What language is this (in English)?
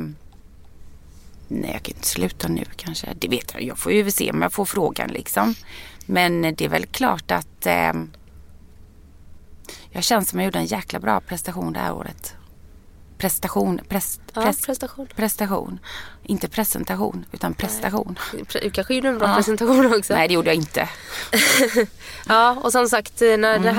Swedish